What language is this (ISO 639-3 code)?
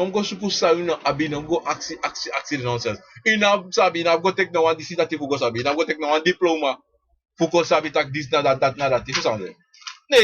srn